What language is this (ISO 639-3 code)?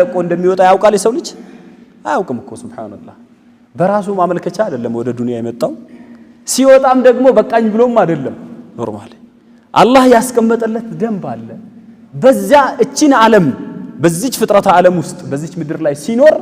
amh